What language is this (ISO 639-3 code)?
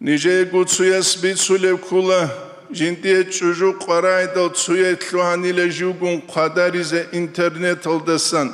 ava